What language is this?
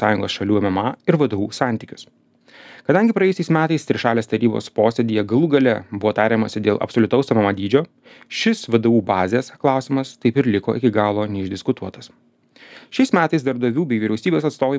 Lithuanian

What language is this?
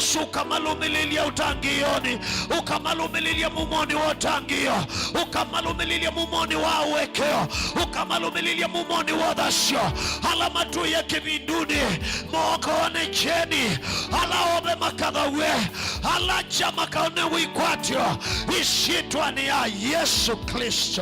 Kamba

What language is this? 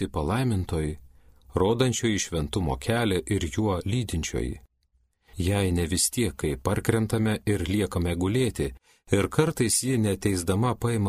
Lithuanian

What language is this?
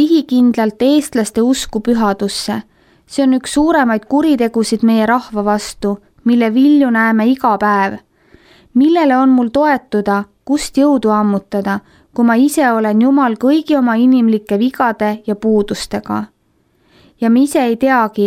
Estonian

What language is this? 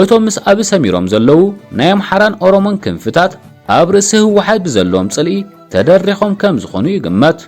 Tigrinya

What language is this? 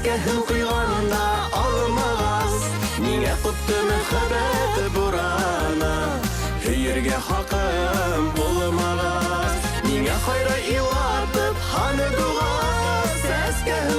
Bashkir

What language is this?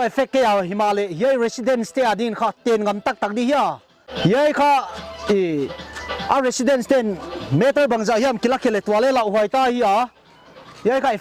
Paite Chin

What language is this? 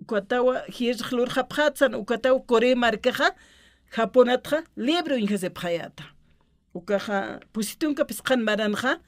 Aymara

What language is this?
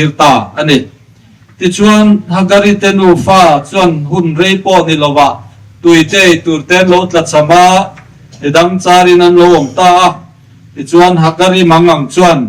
Mizo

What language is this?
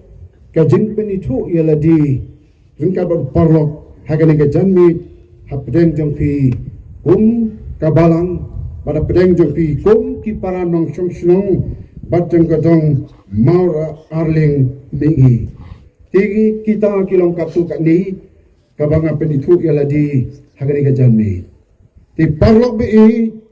Khasi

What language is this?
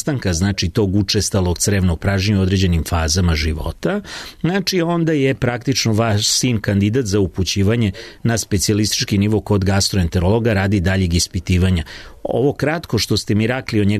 Serbian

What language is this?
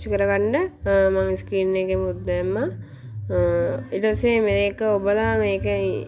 Sinhala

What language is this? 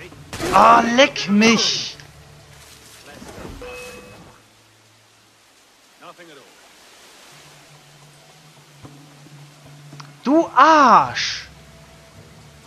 German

